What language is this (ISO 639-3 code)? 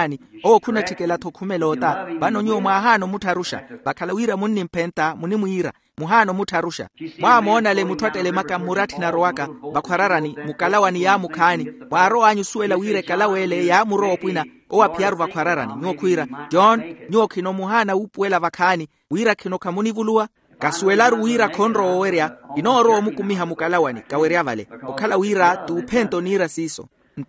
vmw